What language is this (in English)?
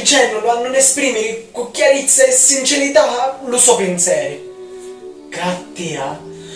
Sicilian